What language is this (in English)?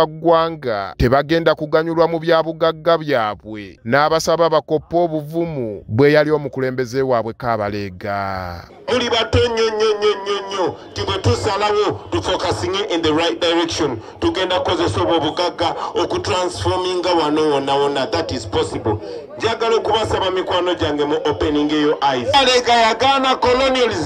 Ganda